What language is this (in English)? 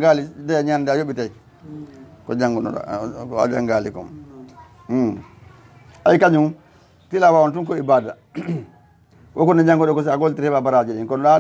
Fula